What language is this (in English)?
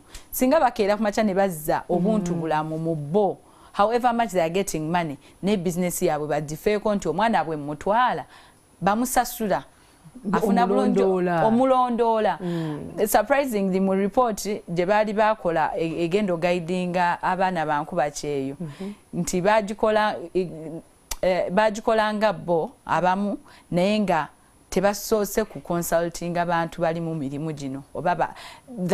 Ganda